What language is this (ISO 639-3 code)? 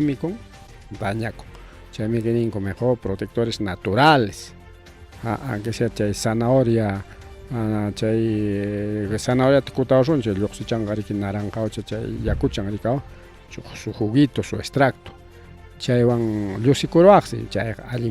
quy